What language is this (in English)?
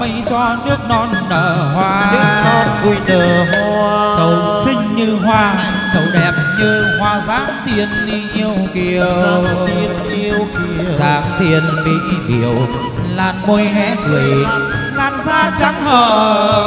Vietnamese